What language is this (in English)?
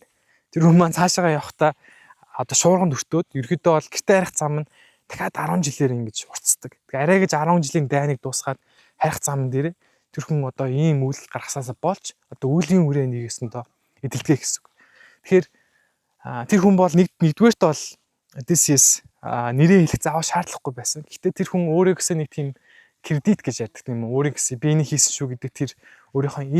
Mongolian